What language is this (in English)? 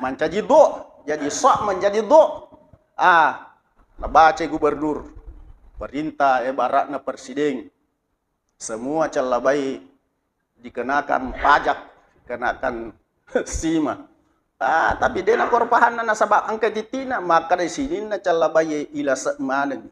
Buginese